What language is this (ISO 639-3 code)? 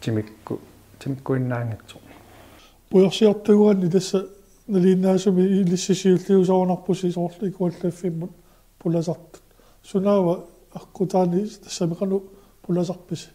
kal